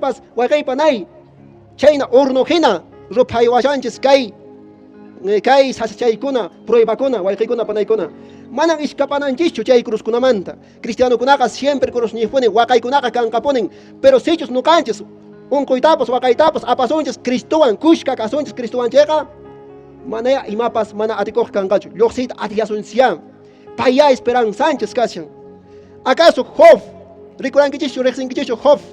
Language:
Quechua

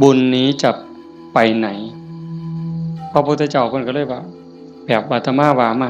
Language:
Northeastern Thai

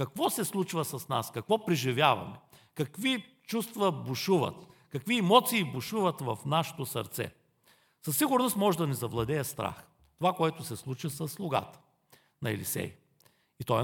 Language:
Bulgarian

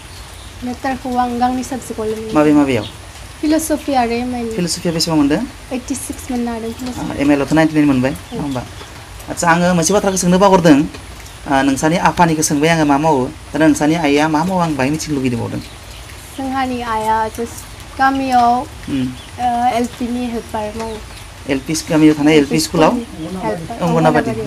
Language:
Bodo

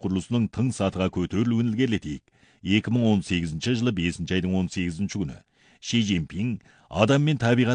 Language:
Kazakh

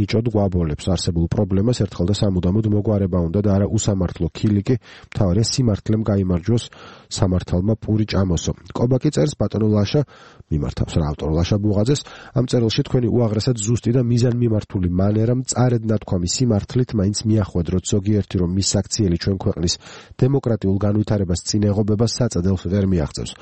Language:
Georgian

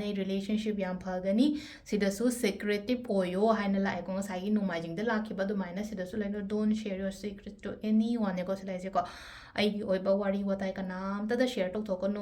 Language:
Manipuri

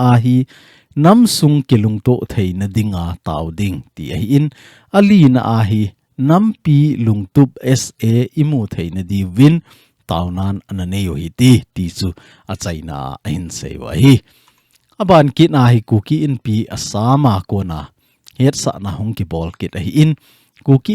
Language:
Thado Chin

